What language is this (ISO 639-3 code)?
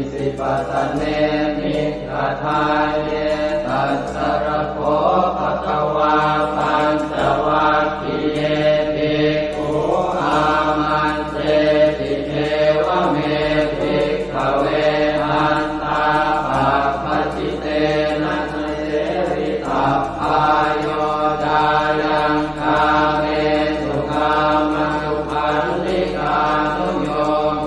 pli